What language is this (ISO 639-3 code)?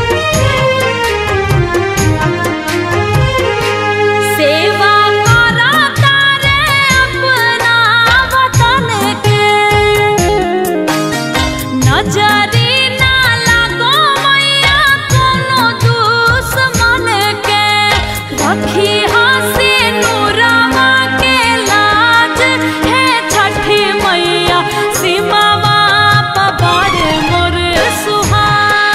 bho